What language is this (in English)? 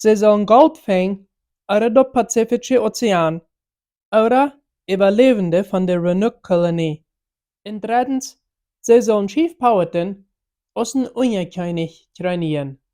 Plautdietsch